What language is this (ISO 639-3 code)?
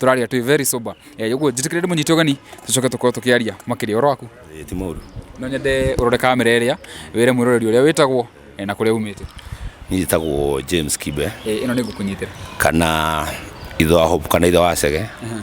kik